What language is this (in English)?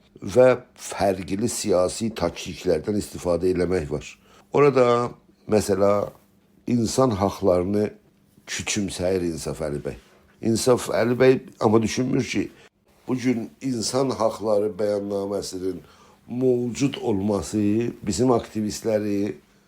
South Azerbaijani